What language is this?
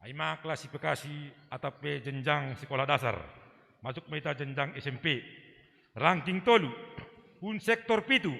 Batak Simalungun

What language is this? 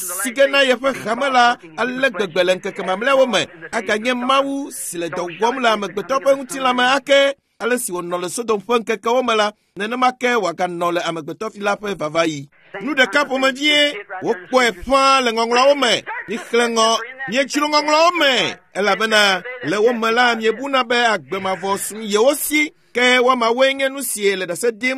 Ewe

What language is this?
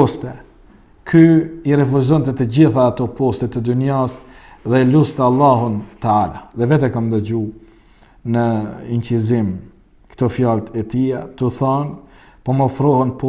Albanian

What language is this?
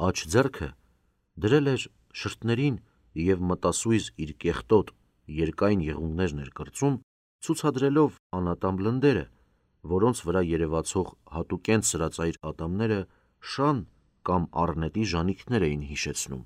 Armenian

